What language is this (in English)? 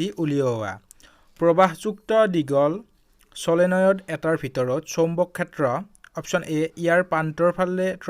Assamese